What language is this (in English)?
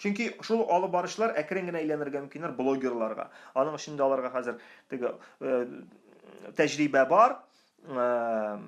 Tatar